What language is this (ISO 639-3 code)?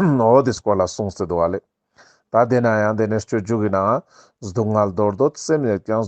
lbj